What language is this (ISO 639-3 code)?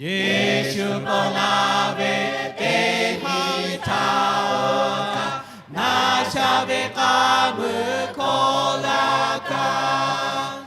lhu